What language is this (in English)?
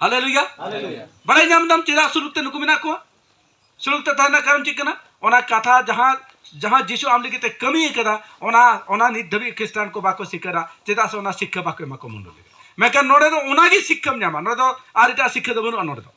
Santali